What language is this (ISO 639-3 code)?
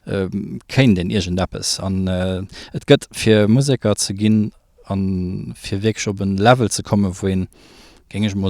ltz